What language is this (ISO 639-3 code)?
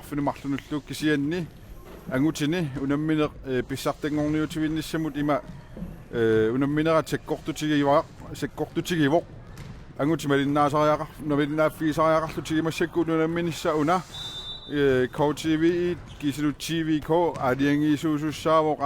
kal